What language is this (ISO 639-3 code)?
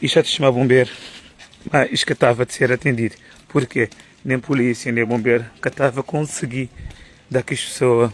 kea